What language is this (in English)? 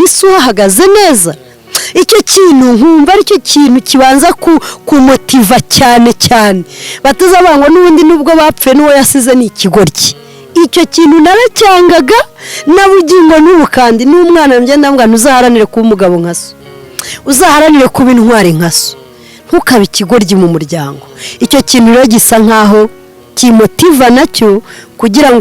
Kinyarwanda